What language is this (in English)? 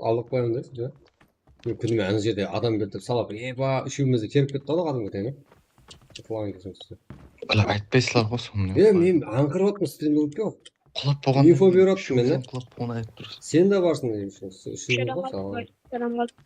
Kara-Kalpak